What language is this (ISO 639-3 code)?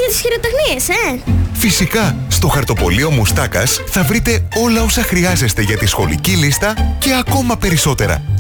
ell